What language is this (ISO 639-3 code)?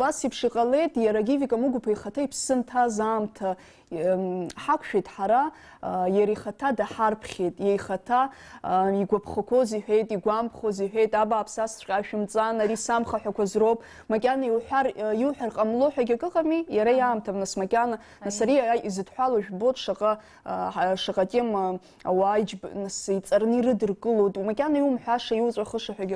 abk